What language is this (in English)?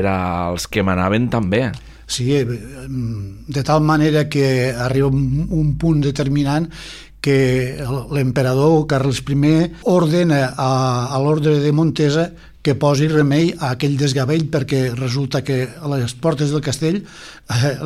Catalan